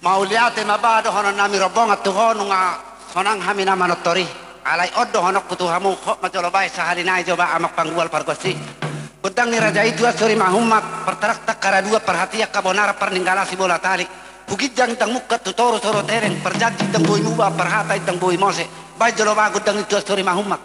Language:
Batak Toba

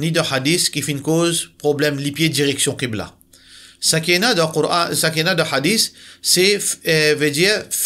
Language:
Morisyen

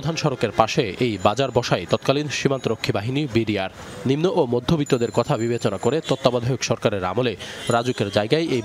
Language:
Bangla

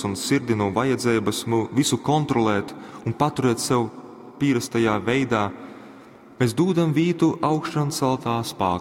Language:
Latgalian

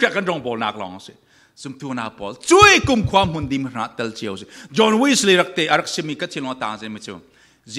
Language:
Falam Chin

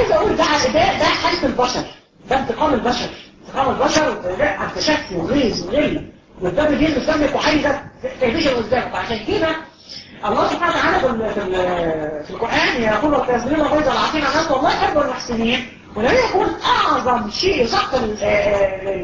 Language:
Egyptian Arabic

